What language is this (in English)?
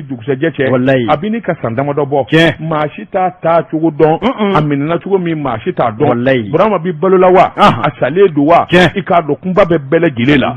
Bambara